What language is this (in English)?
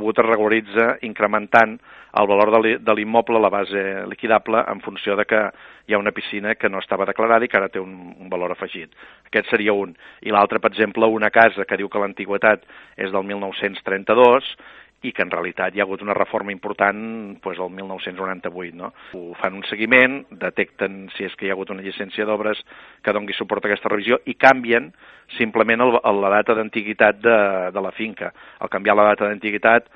Catalan